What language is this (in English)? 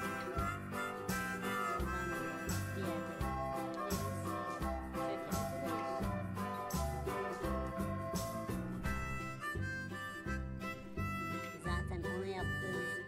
Turkish